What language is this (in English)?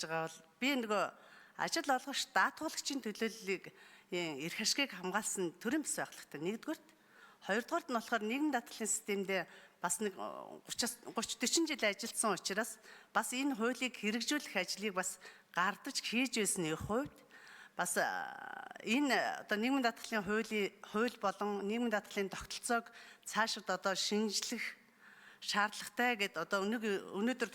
Mongolian